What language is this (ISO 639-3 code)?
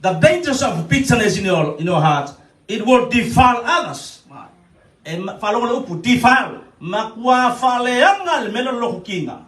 smo